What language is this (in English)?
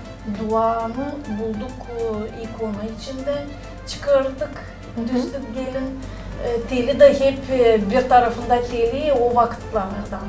Gagauz